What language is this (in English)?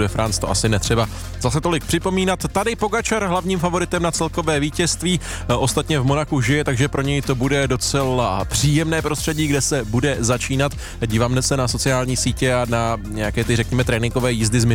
Czech